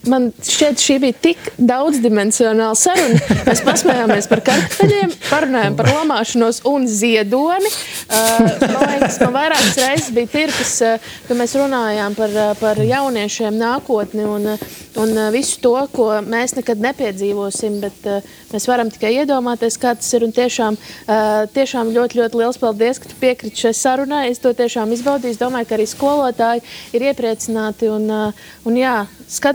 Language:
Latvian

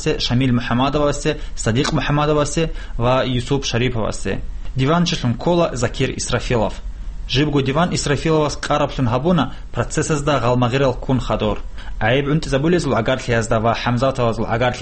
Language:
Avaric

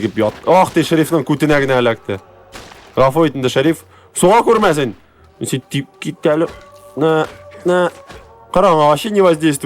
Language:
Tatar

